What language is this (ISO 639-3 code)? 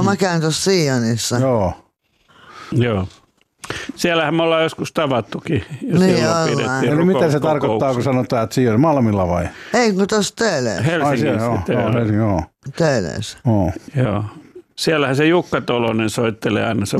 fin